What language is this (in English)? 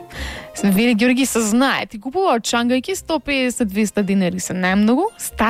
Macedonian